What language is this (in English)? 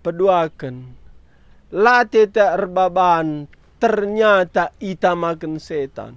Batak Karo